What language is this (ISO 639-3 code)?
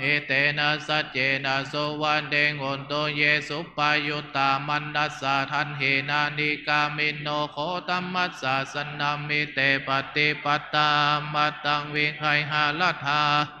pli